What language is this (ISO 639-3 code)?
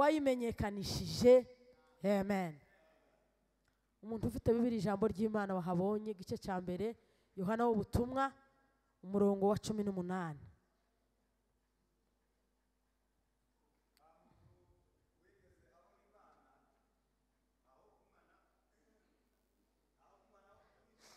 kin